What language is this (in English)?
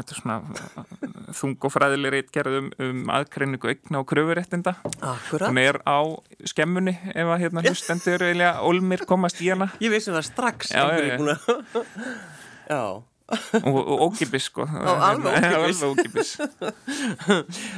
Icelandic